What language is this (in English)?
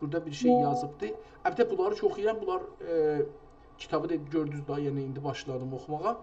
South Azerbaijani